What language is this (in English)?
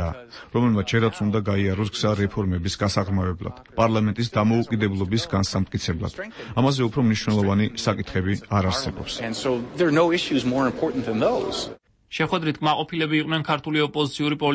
Georgian